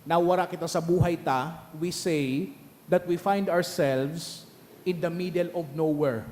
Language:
Bikol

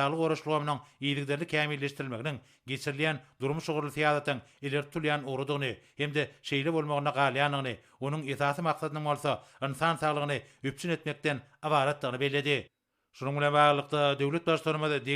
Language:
Turkmen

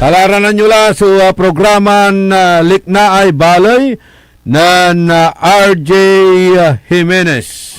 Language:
Pangasinan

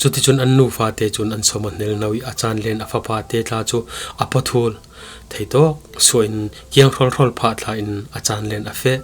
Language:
Falam Chin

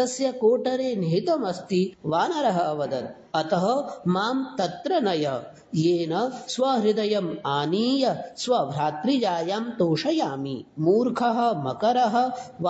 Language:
Sanskrit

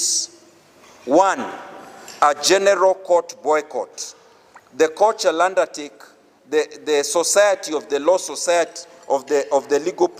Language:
Gusii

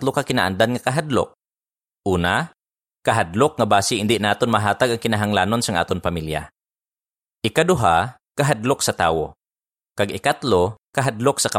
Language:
Hiligaynon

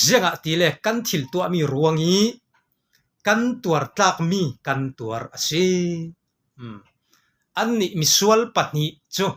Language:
Falam Chin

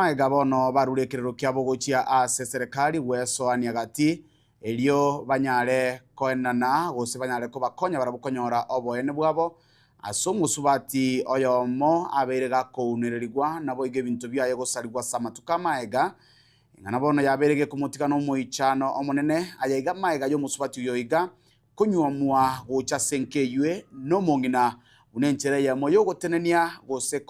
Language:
Gusii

